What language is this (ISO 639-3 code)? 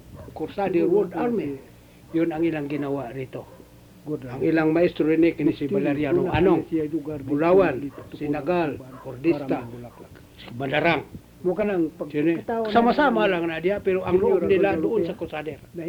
fil